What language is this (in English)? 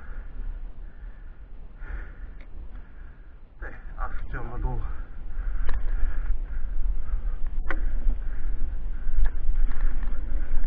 Bulgarian